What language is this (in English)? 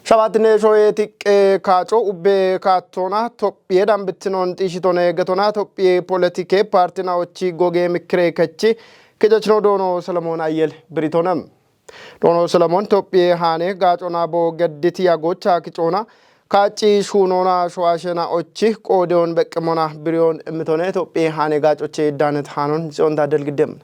Kafa